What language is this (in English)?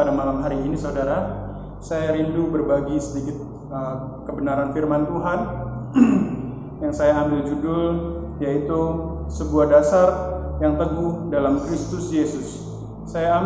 Indonesian